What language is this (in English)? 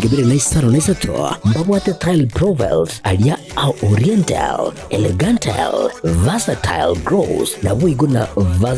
Gusii